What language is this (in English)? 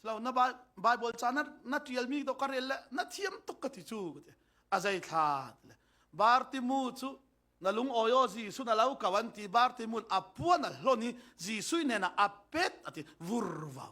Falam Chin